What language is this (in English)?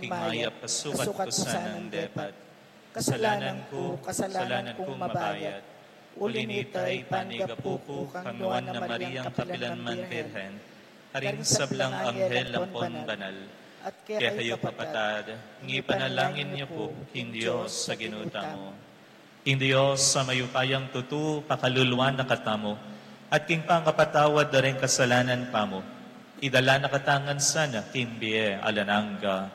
Pampanga